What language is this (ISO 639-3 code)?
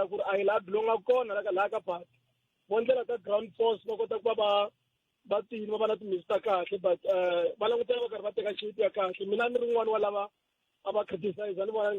tso